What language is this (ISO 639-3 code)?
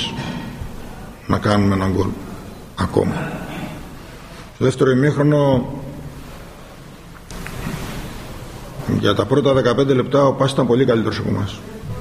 ell